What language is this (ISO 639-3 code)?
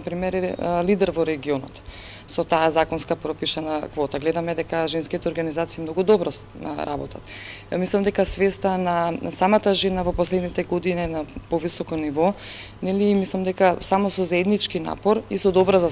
mkd